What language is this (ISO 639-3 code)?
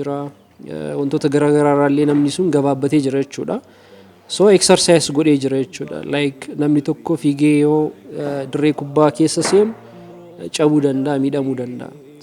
orm